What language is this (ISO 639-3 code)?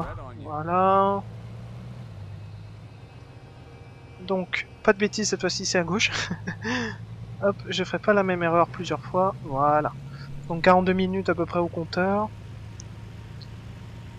fra